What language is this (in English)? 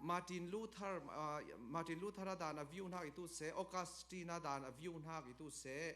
Falam Chin